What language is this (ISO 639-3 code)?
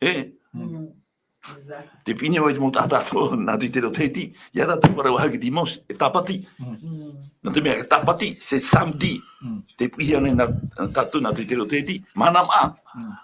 tah